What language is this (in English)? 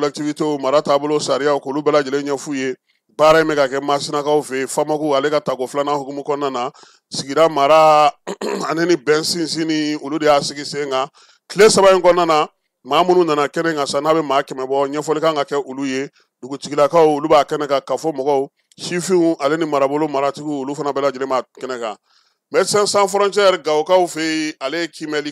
Bambara